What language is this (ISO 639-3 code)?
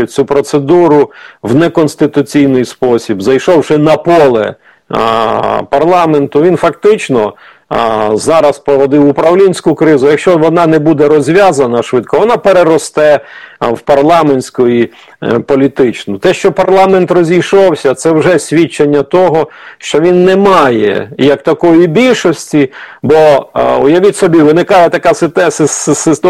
ukr